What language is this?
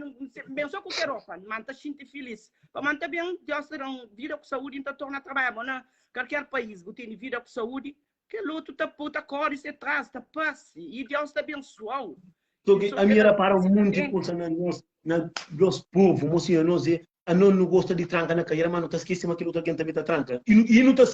Kabuverdianu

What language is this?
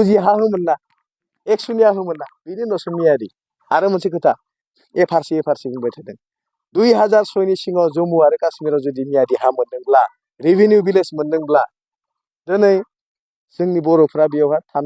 Bodo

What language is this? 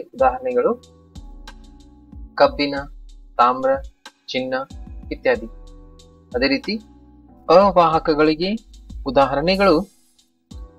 Kannada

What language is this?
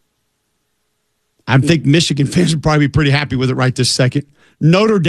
English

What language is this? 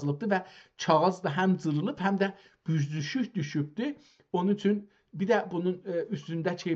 South Azerbaijani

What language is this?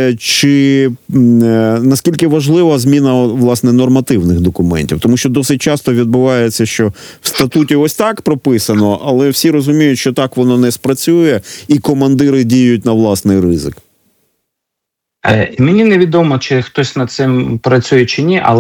Ukrainian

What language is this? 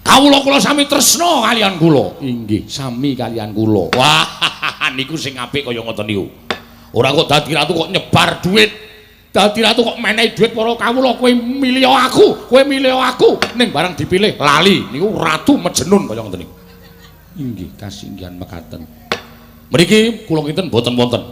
Javanese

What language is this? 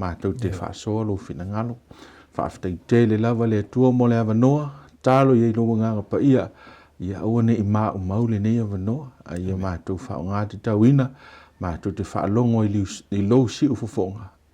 Samoan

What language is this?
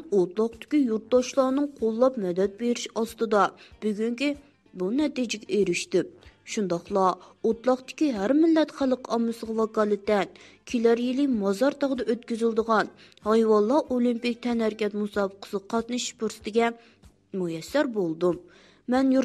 Uyghur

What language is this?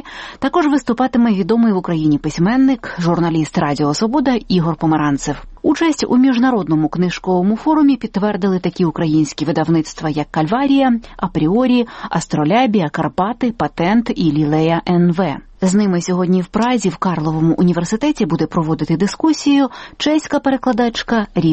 Ukrainian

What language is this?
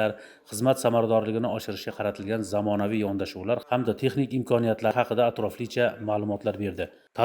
Uzbek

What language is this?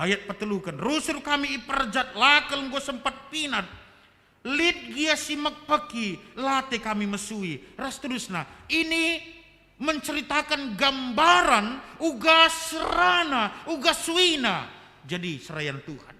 Batak Karo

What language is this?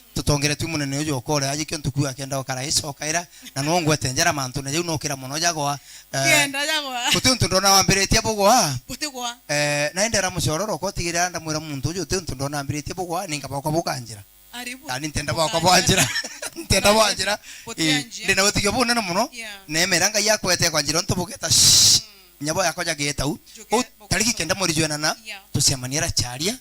Meru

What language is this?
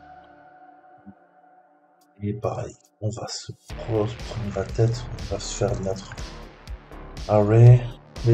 French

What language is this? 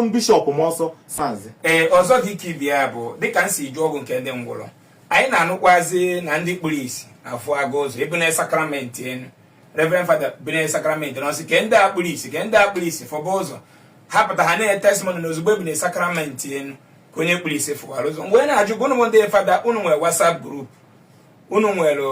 Igbo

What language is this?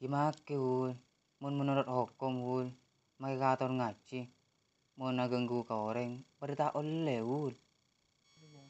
Madurese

